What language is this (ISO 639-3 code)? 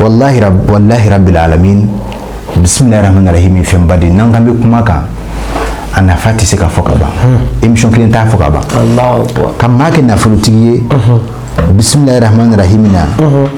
bam